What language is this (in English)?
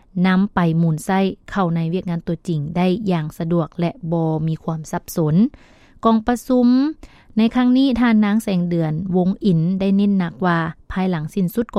Lao